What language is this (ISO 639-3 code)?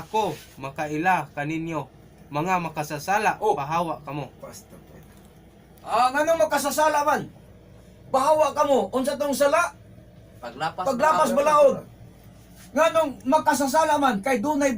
ceb